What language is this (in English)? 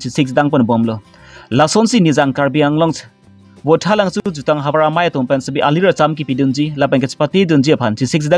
Karbi